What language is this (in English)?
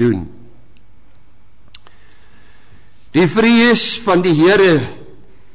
Afrikaans